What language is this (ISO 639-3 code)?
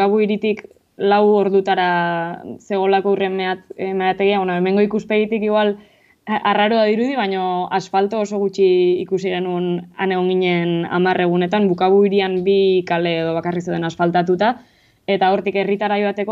eus